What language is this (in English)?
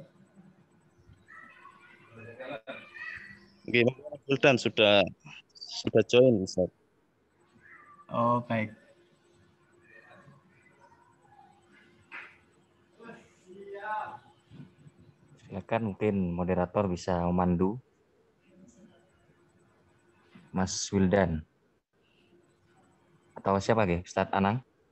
Indonesian